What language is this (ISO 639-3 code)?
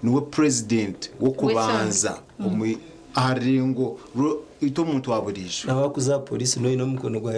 nyn